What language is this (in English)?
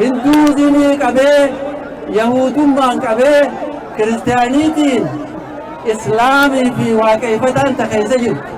Oromo